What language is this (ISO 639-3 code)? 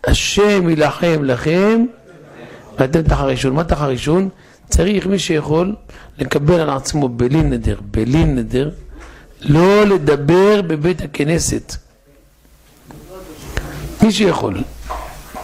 heb